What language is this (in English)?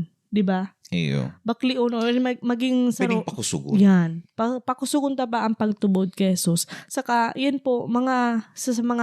Bikol